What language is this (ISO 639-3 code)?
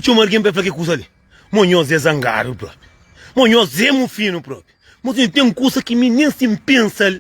kea